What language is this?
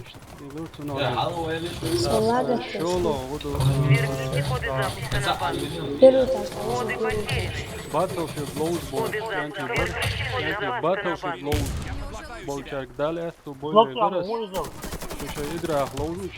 Chechen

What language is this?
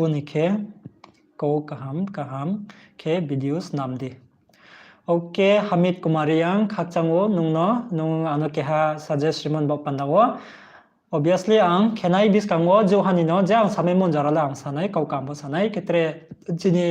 Riang (India)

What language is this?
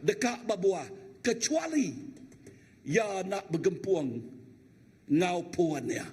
Iban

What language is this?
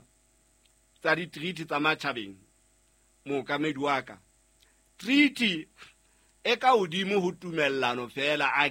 Southern Sotho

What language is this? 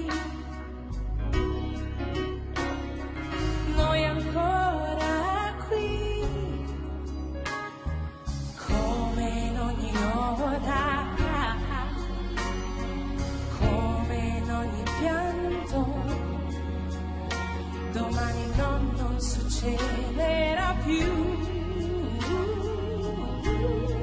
Italian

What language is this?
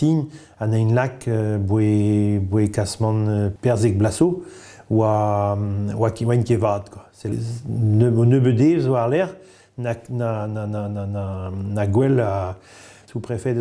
Breton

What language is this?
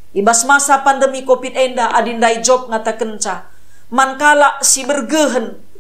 Batak Karo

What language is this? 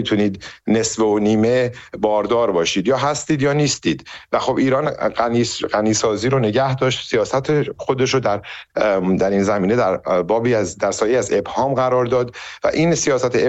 Persian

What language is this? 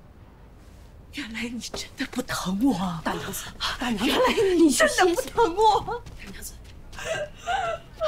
Chinese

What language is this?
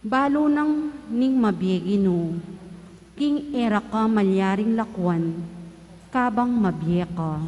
Pampanga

